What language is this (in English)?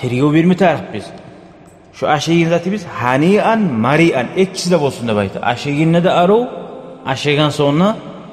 Kumyk